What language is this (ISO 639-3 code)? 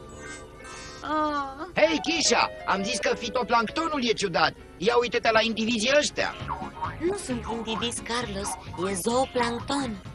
ron